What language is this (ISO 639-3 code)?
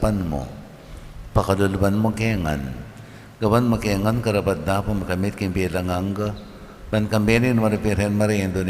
pam